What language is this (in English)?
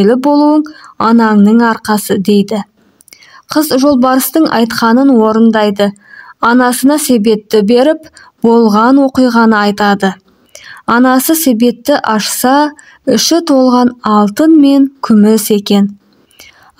Kazakh